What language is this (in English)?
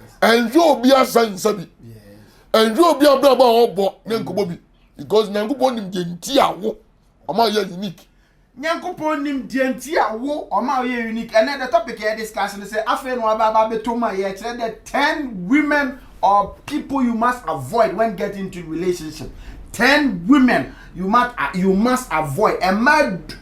Akan